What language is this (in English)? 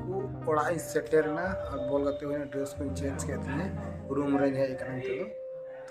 Santali